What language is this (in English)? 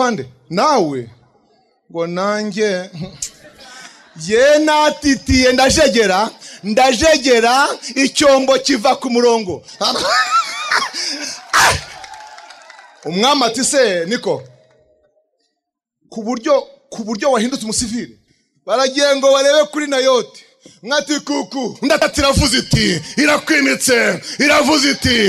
Kinyarwanda